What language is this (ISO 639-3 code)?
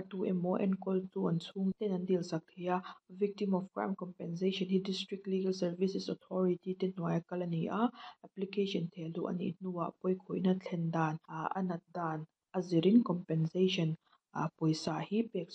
lus